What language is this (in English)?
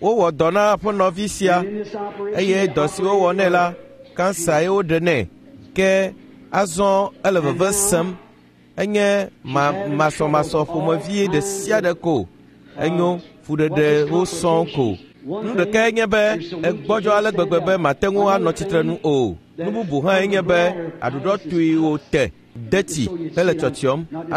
Ewe